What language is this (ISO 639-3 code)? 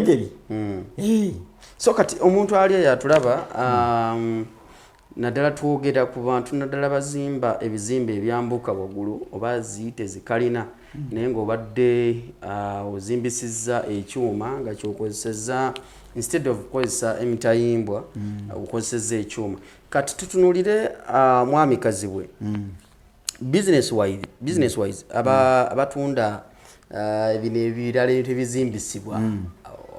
lug